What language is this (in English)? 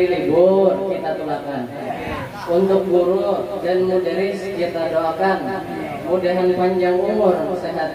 Banjar